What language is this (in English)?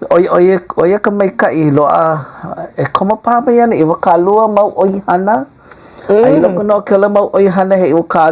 Hawaiian